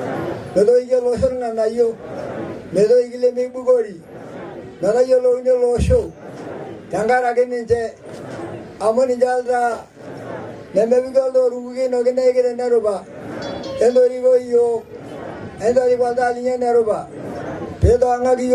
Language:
Masai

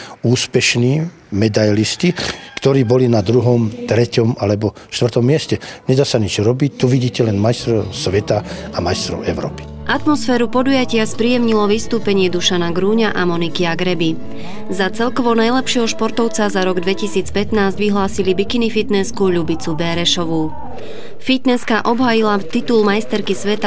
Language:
Slovak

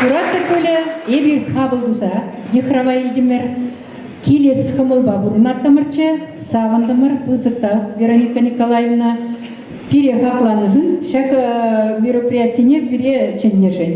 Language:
Chuvash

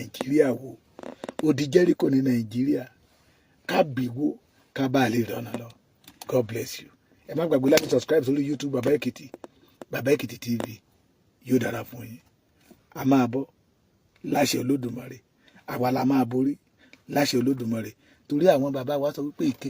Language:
Yoruba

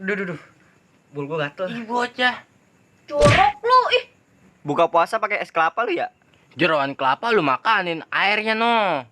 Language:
Betawi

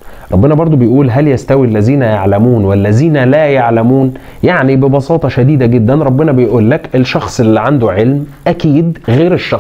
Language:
Egyptian Arabic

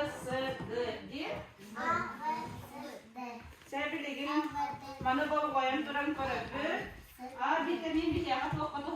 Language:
Yakut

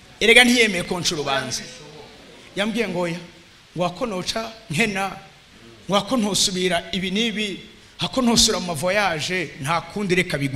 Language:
Rundi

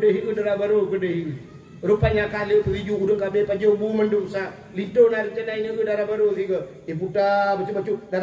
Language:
Achinese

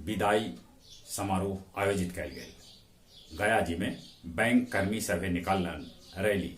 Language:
Magahi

